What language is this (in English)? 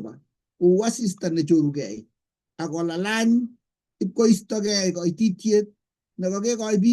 Kalenjin